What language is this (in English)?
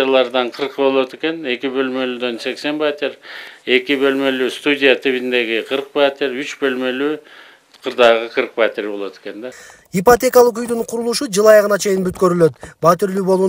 Kyrgyz